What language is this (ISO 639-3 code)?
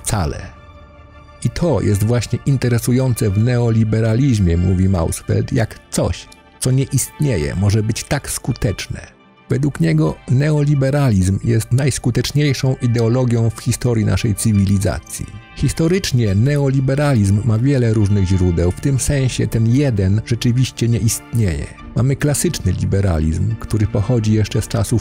pol